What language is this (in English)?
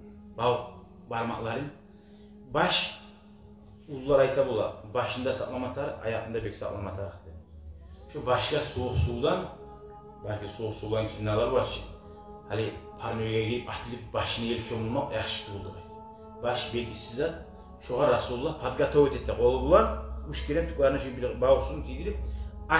Kumyk